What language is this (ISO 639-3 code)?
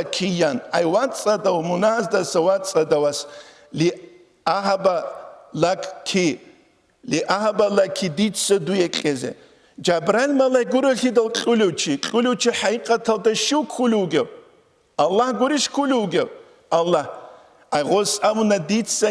ava